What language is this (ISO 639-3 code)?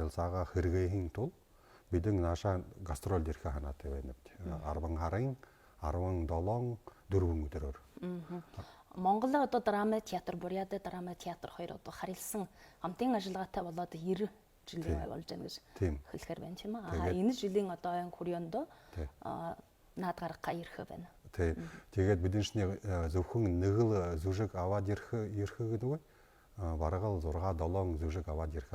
bua